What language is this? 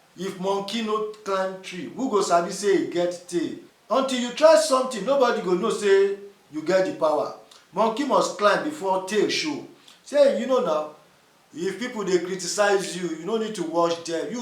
Nigerian Pidgin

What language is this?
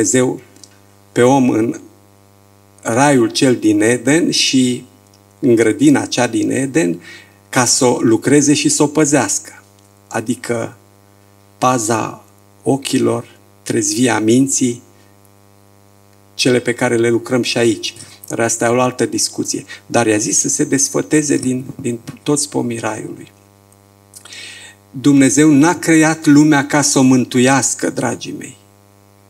Romanian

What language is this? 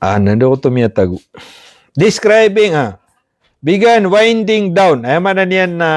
Maranao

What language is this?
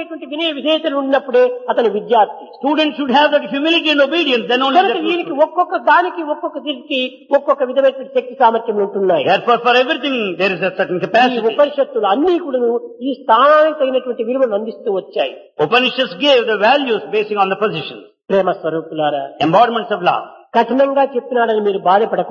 Telugu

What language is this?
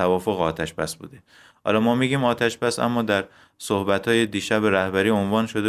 Persian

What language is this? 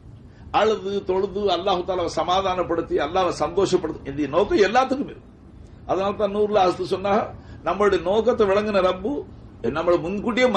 Tamil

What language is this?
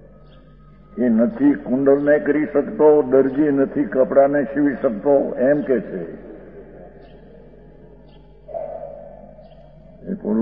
Gujarati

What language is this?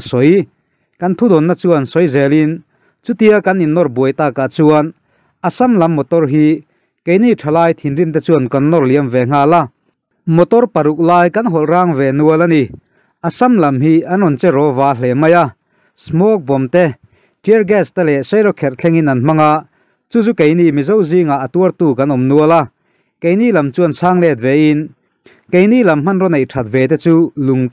Mizo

